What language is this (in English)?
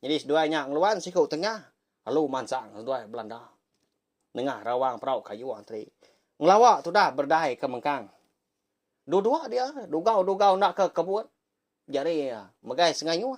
Iban